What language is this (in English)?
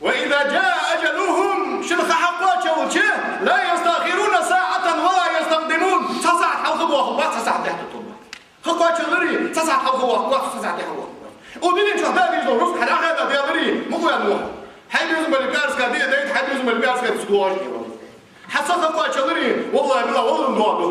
Ingush